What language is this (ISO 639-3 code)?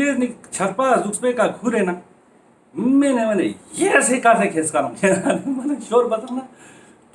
lbj